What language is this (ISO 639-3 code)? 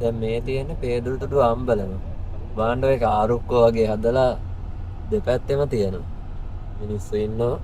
sin